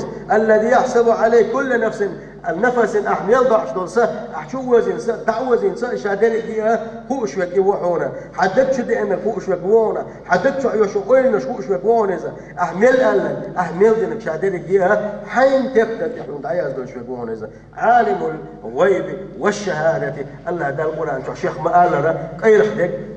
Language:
Chechen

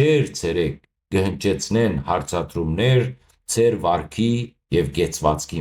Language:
Western Armenian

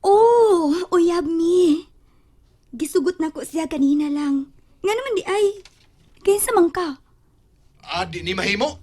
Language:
Cebuano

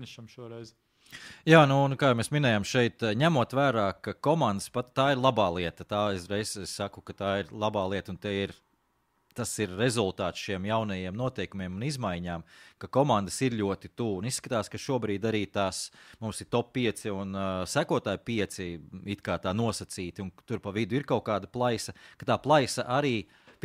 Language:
Latvian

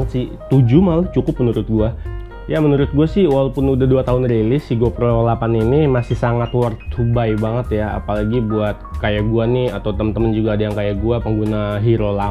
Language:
Indonesian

